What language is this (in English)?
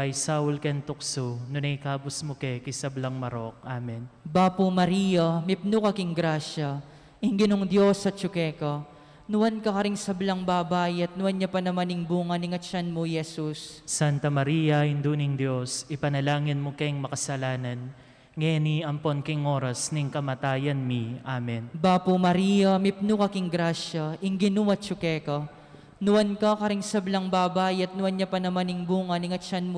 Pampanga